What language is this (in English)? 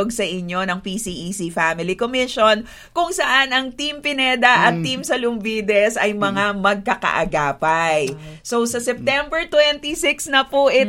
Filipino